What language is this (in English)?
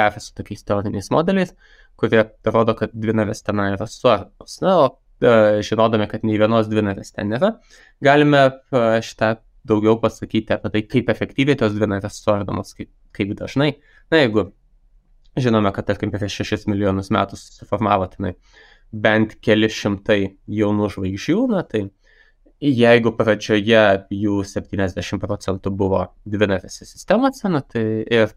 Lithuanian